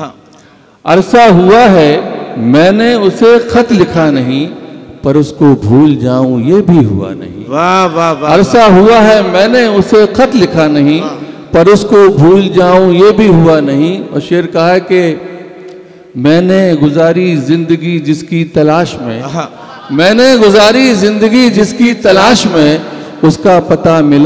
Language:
Hindi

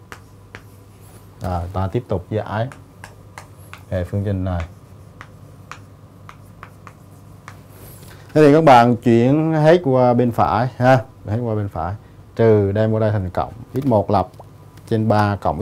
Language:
Vietnamese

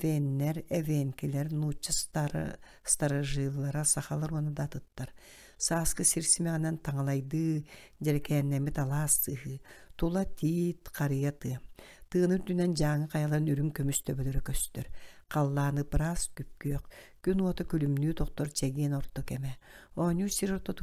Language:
Yakut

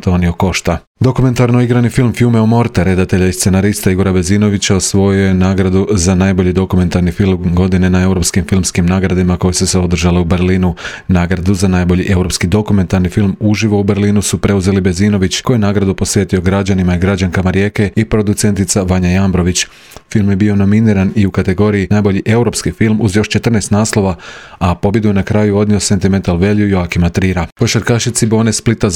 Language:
Croatian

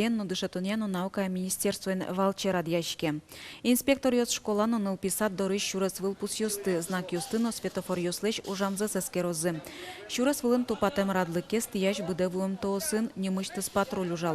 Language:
Udmurt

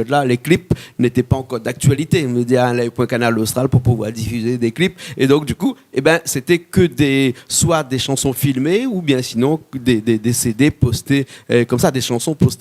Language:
Réunion Creole French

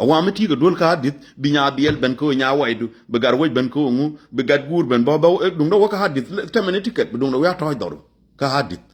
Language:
Nuer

